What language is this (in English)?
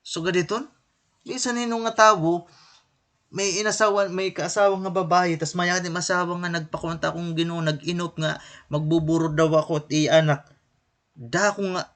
Waray